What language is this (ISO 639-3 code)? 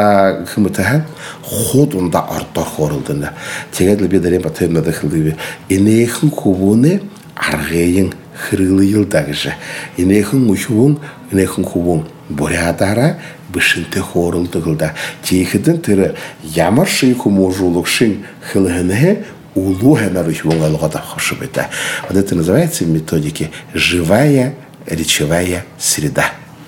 bua